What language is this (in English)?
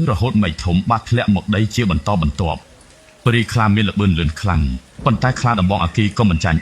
Khmer